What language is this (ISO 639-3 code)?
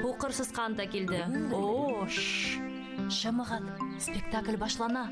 bak